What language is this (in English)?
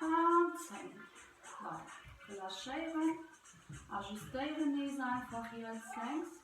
Luxembourgish